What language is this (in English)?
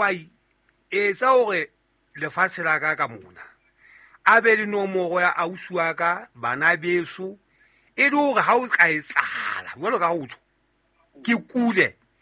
Southern Sotho